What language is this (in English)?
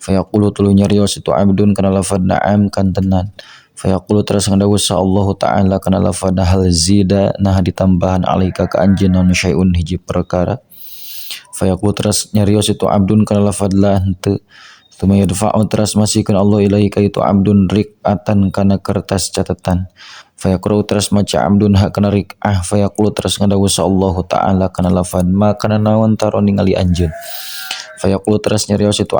Sundanese